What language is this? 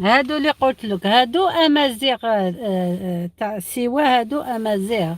Algerian Arabic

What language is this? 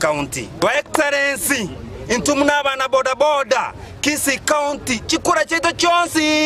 Gusii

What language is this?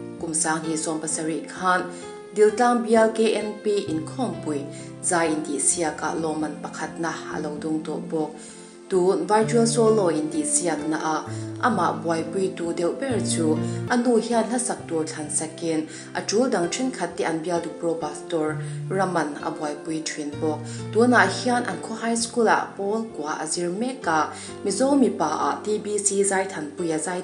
Mizo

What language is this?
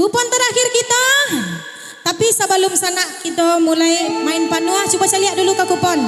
Minangkabau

